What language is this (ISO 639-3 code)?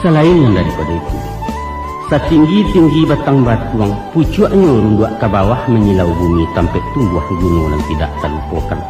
min